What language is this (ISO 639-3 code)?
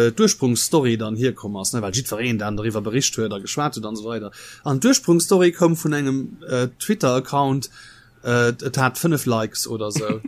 ltz